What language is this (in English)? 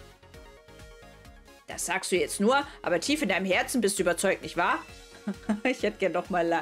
German